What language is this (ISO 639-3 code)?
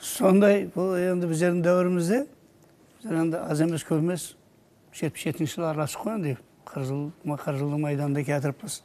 kaa